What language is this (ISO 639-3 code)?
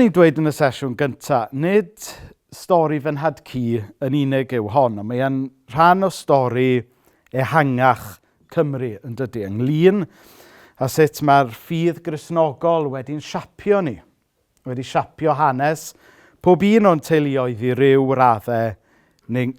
cym